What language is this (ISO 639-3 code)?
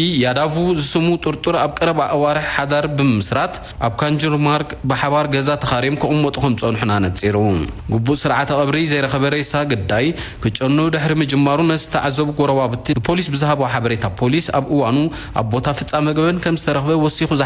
tir